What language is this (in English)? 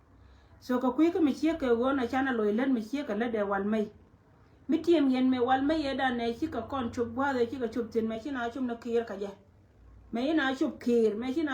Nuer